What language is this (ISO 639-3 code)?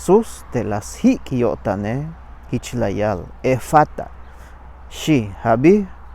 tzh